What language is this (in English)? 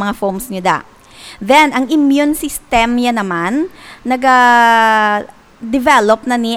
Hiligaynon